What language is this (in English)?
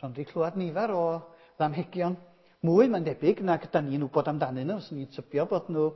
Welsh